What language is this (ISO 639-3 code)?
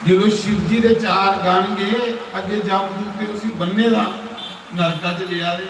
doi